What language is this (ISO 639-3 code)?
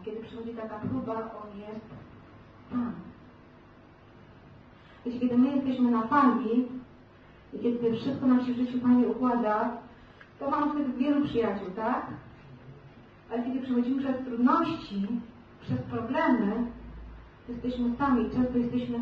pol